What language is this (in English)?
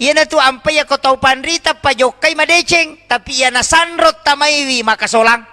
Buginese